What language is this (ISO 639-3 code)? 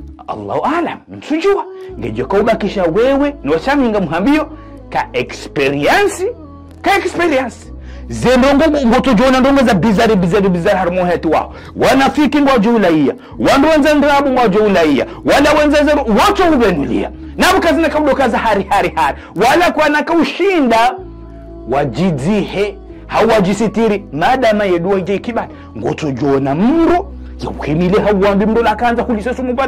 zdj